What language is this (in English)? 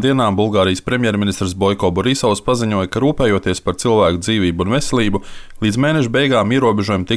Latvian